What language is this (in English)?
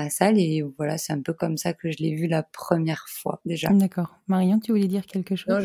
French